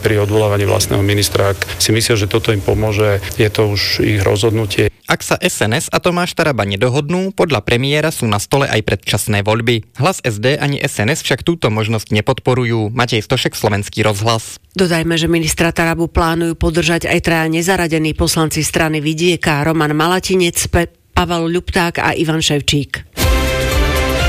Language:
Slovak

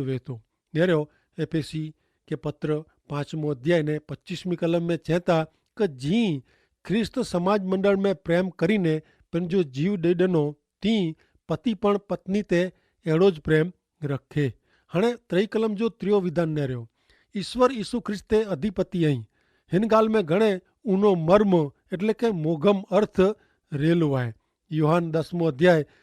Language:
Kachhi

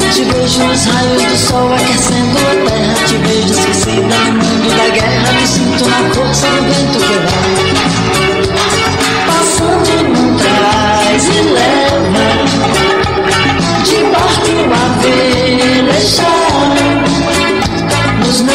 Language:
Portuguese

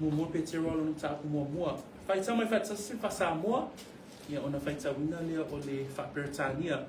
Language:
Samoan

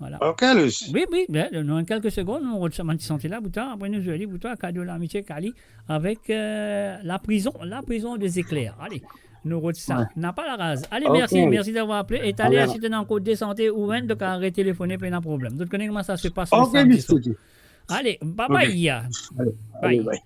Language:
Morisyen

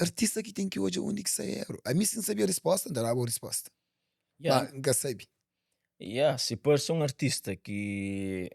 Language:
Kabuverdianu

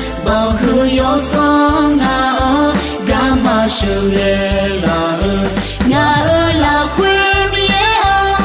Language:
Akha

